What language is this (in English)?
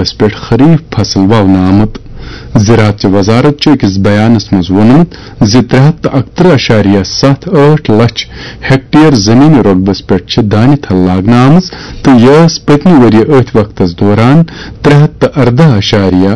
Kashmiri